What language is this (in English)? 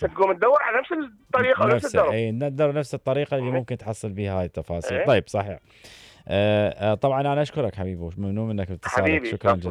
Mesopotamian Arabic